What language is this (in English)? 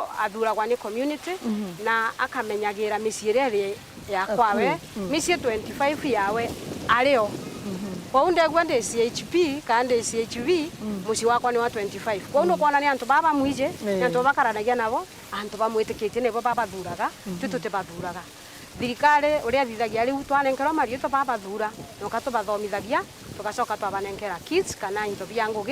Meru